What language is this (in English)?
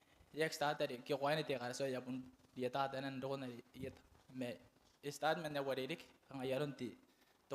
Gilbertese